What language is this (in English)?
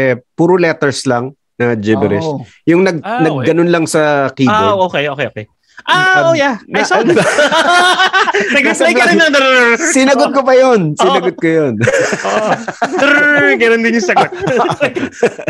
Filipino